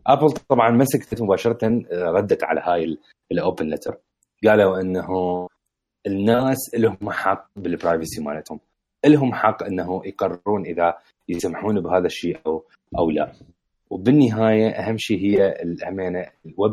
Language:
Mesopotamian Arabic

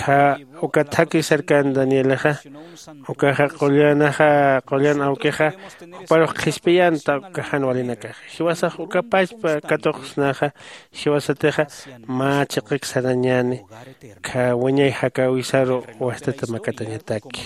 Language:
Aymara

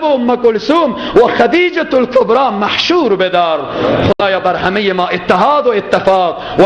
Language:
Persian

